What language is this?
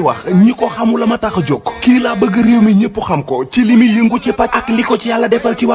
Wolof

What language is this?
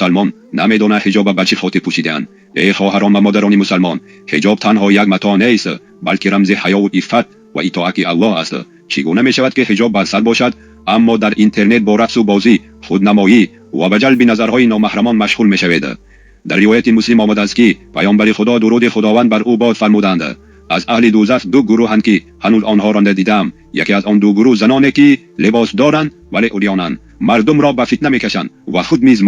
Tajik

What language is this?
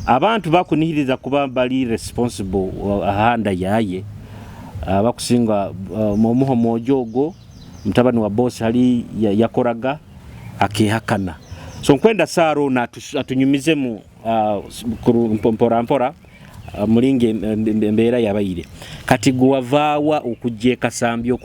Nyoro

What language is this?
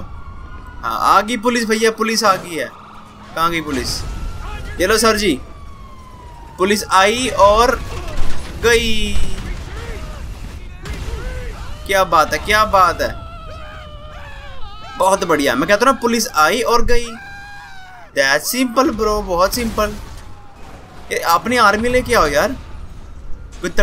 Hindi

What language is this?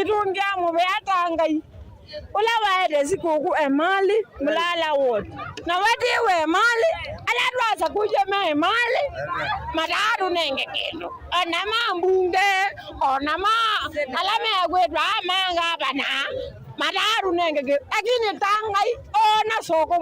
Kamba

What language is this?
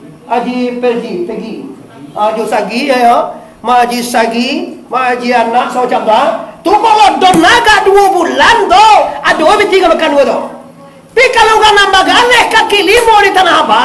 Minangkabau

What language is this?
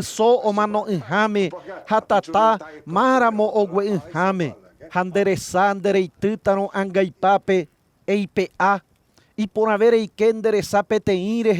Guarani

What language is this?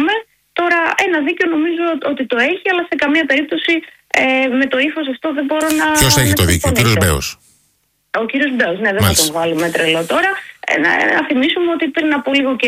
Greek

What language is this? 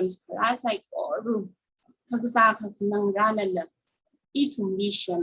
Tangkhul Naga (India)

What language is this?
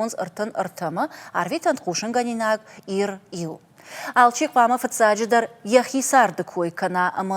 Ossetic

